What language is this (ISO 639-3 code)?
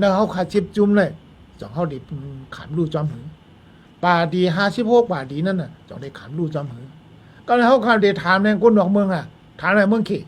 shn